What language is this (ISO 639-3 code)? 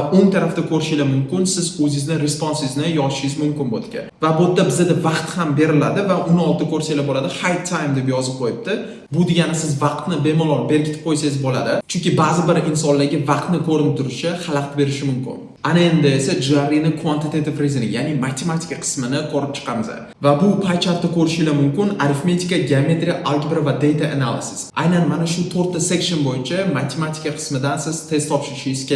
uzb